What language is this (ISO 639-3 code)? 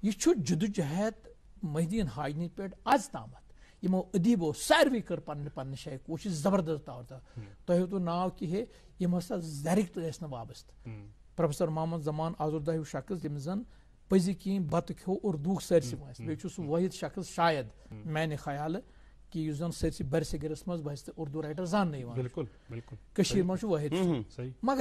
kas